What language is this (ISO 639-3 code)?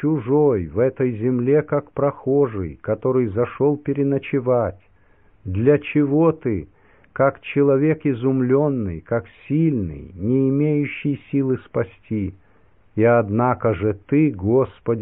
rus